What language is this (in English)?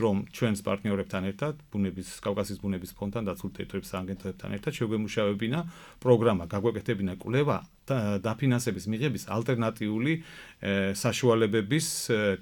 Georgian